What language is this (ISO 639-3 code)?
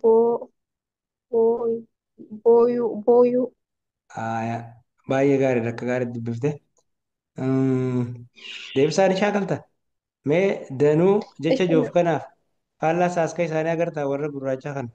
orm